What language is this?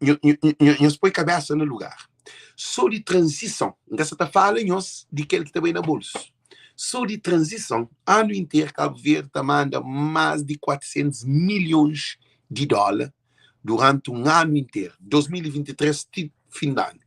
Kabuverdianu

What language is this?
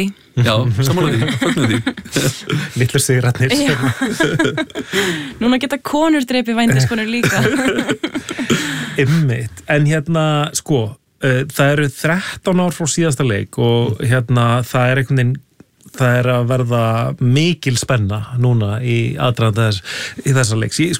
Icelandic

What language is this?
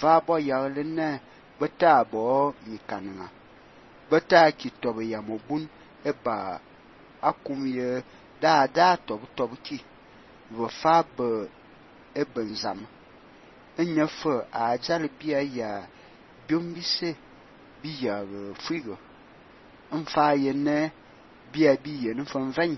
Fang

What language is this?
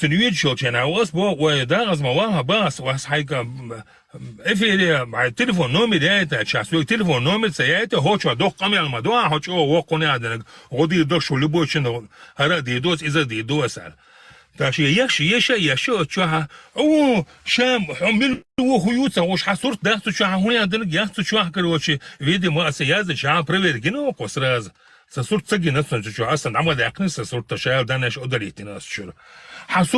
Chechen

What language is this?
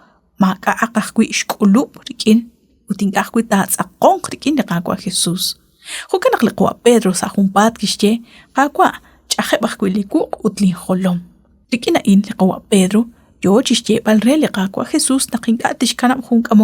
Kekchí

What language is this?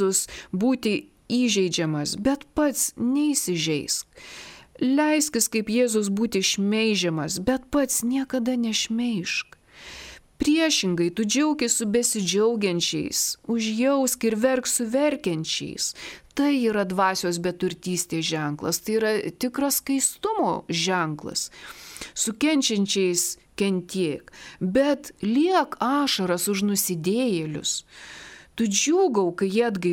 Lithuanian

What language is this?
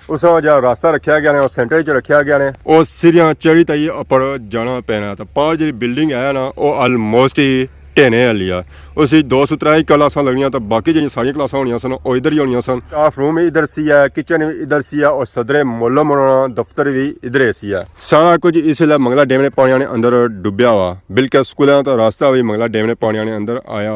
Pahari-Potwari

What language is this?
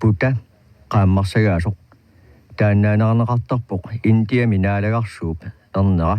Kalaallisut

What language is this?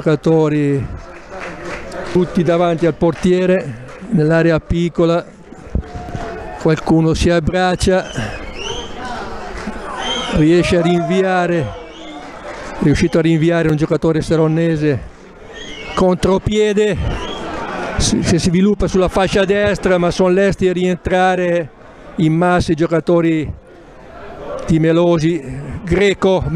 Italian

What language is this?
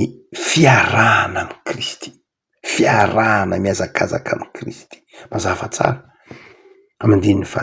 Malagasy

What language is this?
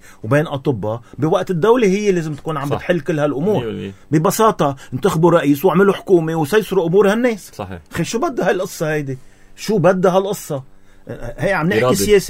North Levantine Arabic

